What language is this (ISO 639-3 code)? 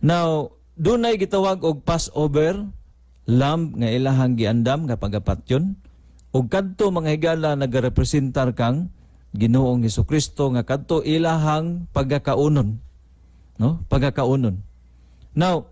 ceb